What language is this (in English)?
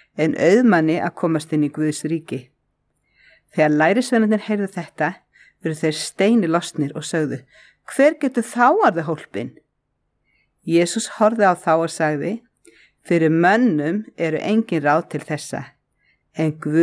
Icelandic